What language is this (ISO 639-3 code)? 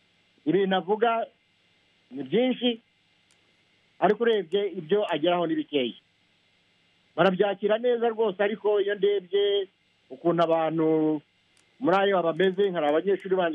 kin